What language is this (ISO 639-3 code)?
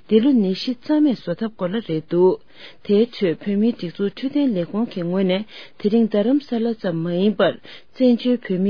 bod